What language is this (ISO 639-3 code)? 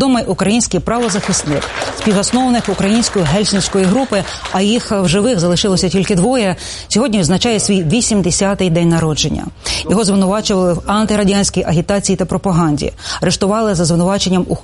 ukr